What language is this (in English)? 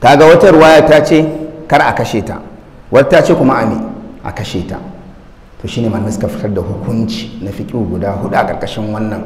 Hausa